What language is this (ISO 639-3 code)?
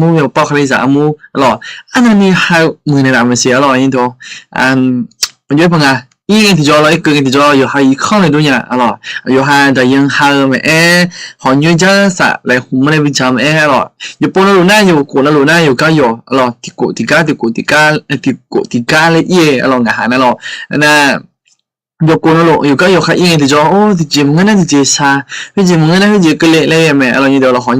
ahk